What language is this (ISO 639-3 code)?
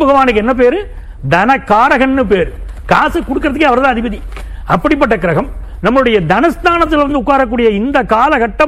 tam